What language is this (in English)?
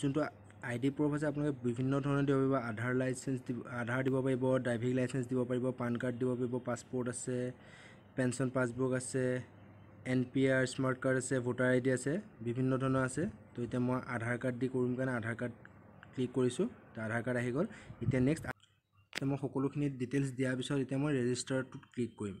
Assamese